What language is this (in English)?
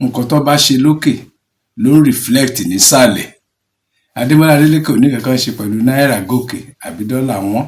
Yoruba